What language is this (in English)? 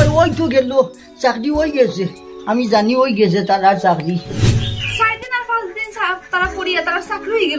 Sylheti